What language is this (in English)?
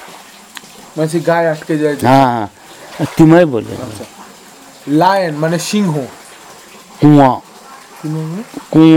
Bangla